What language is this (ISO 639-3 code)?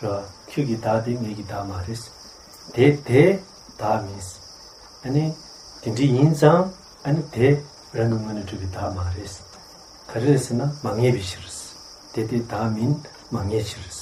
bod